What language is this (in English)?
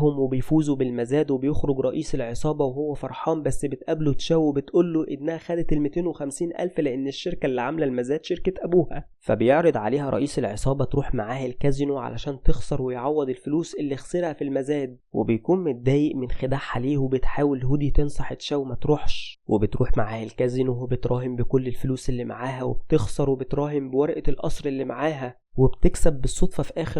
Egyptian Arabic